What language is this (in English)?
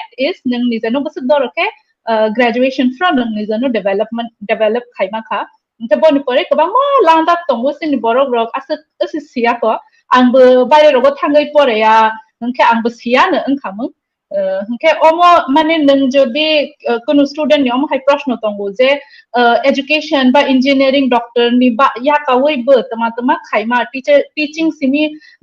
Kok Borok